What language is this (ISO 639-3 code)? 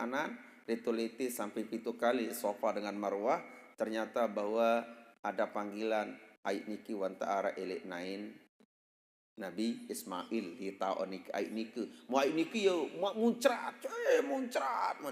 sas